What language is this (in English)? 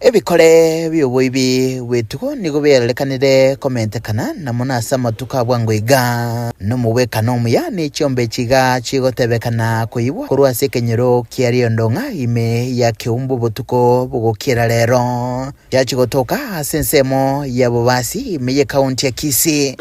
Gusii